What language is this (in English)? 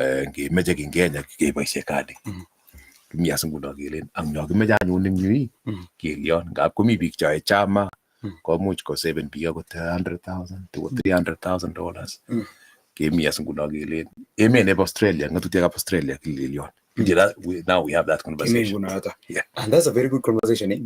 Kalenjin